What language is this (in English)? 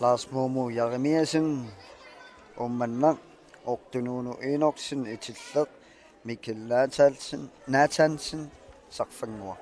Kalaallisut